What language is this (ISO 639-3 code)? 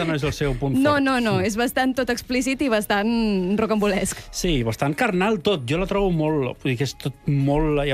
cat